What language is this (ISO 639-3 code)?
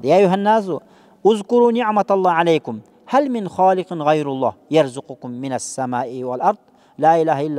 kir